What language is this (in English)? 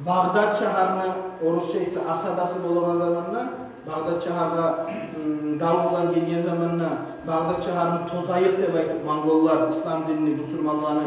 Kumyk